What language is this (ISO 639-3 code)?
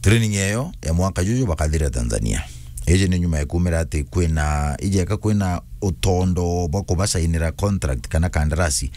mer